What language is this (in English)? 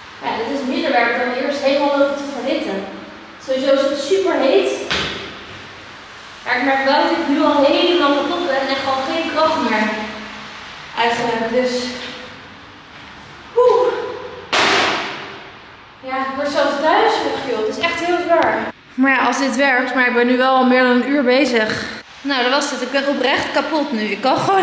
Dutch